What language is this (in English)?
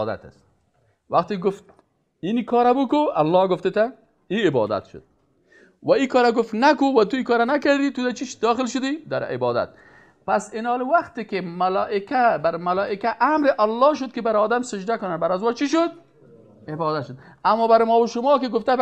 Persian